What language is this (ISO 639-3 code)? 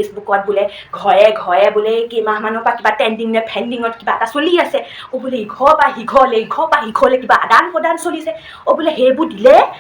asm